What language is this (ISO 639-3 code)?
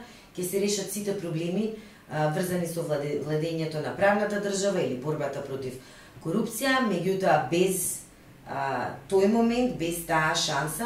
mkd